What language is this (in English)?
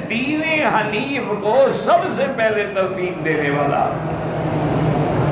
Urdu